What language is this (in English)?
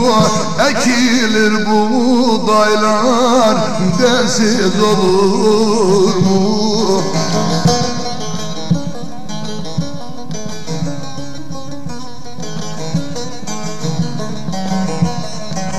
Turkish